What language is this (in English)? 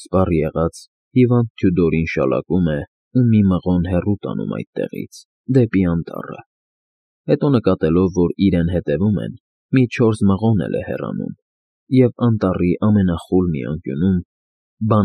Armenian